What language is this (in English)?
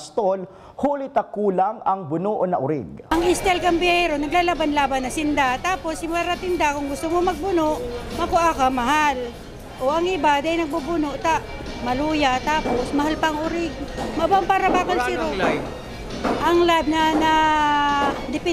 Bikol